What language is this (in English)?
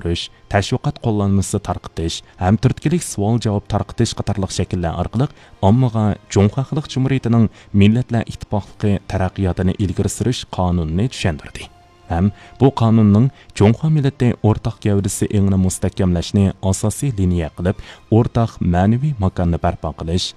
Uyghur